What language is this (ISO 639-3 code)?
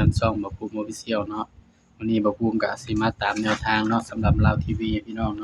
tts